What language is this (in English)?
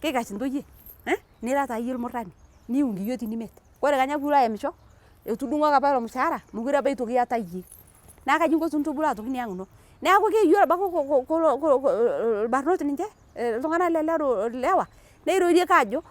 Masai